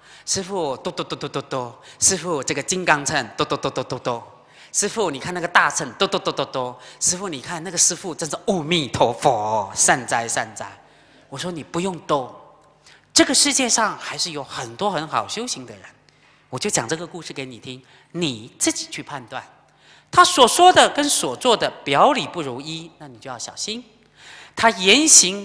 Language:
Chinese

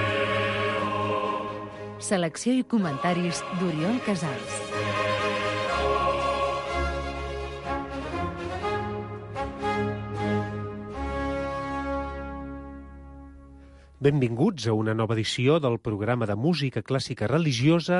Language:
Catalan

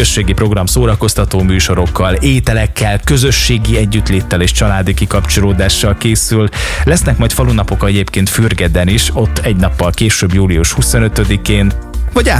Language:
Hungarian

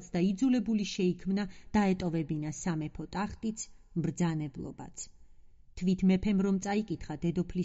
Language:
Georgian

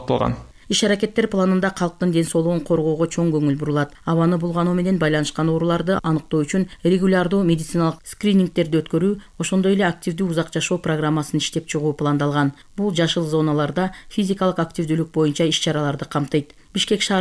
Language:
Kyrgyz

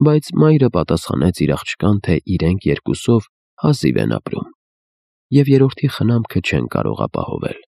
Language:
Armenian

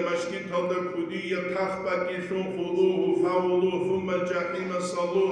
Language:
Avaric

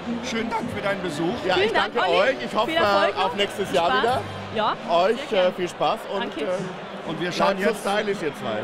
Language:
German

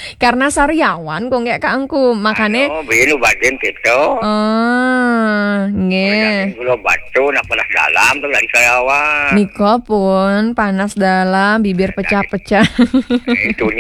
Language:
Balinese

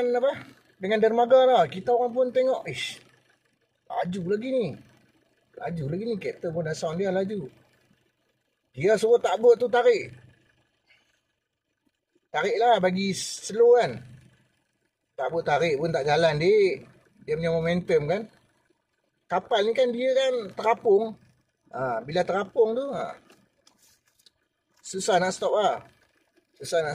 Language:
Malay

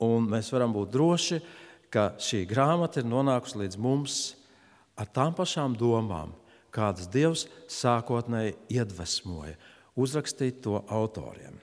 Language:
Latvian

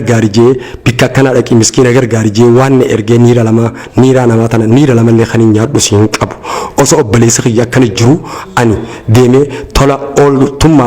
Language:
Oromo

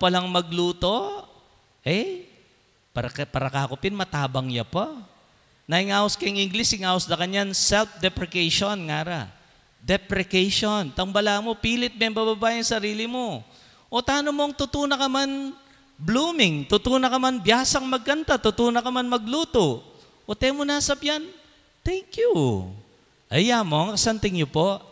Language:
Pampanga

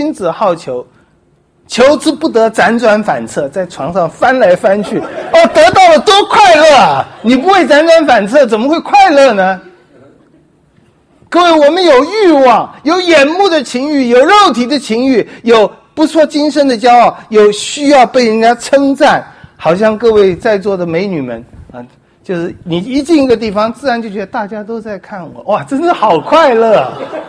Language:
Chinese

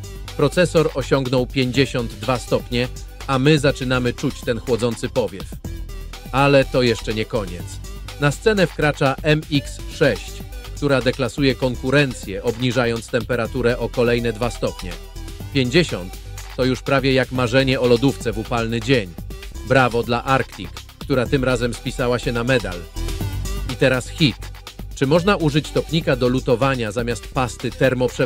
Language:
Polish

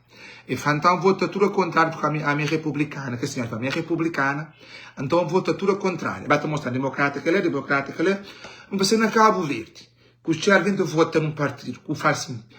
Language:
Kabuverdianu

